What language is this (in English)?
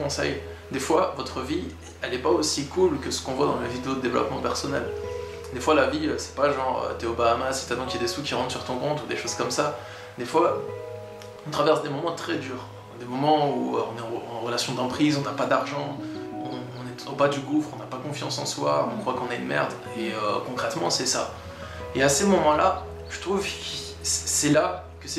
French